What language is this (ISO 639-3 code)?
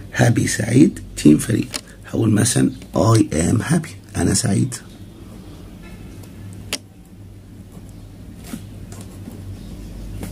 arz